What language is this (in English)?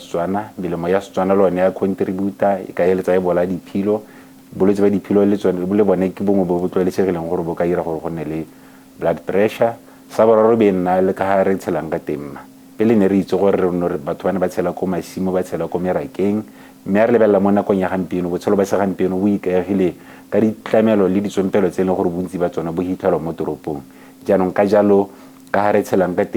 Tswana